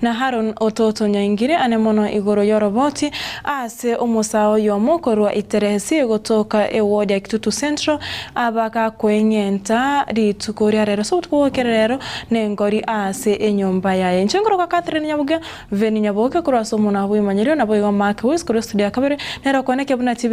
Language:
Gusii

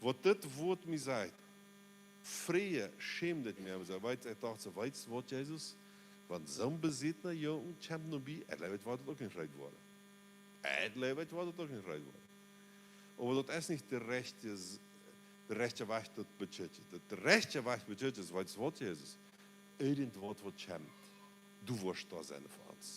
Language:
Plautdietsch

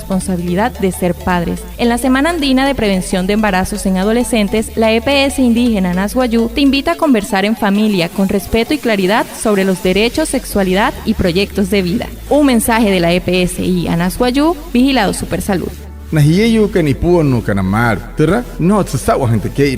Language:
Wayuu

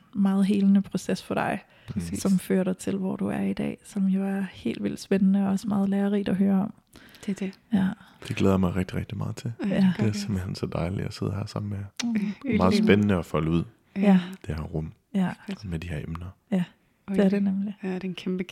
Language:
Danish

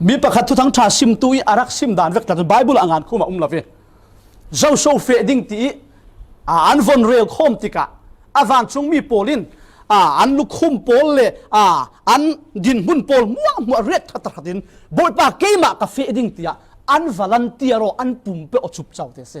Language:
Falam Chin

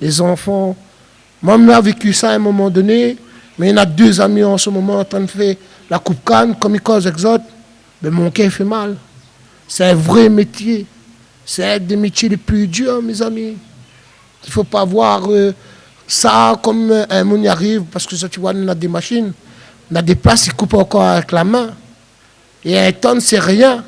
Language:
Réunion Creole French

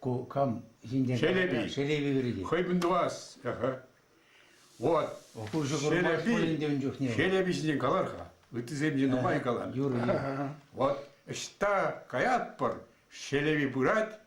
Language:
Chuvash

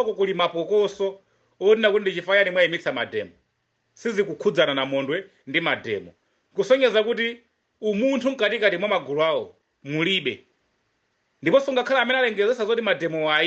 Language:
Nyanja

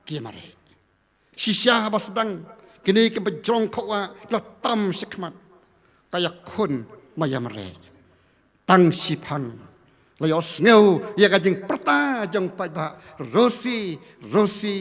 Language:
Khasi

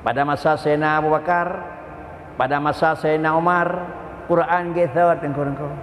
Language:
Achinese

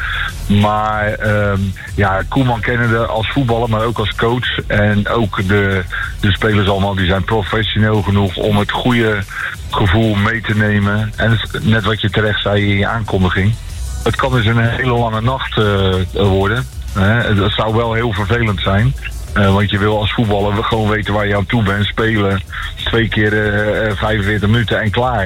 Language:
Dutch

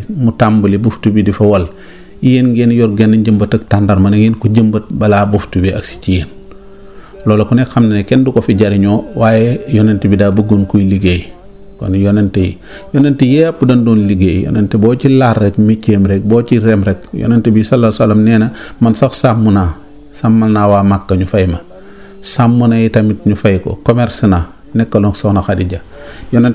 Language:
Wolof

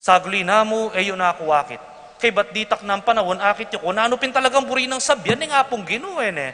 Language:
Pampanga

